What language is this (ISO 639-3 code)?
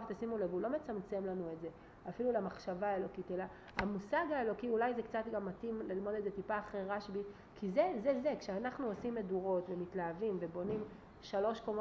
heb